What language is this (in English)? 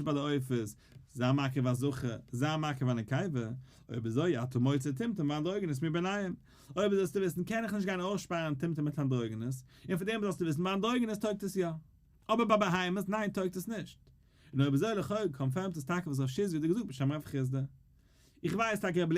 Yiddish